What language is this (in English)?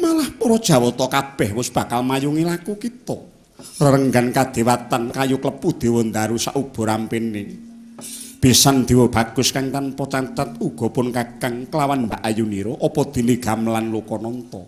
Javanese